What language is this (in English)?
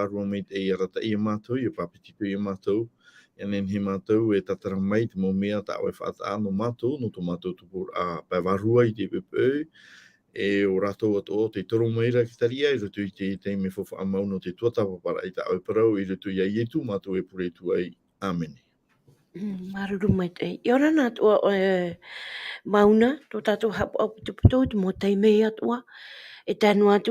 Tahitian